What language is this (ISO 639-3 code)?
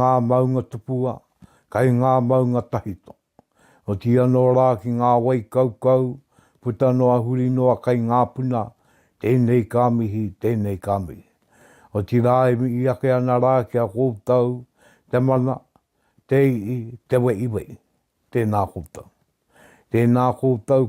mri